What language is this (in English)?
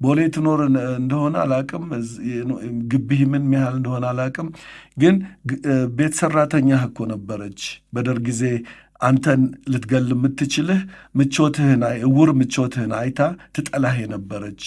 Amharic